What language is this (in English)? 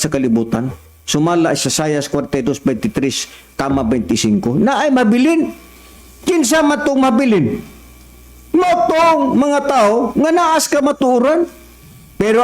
Cebuano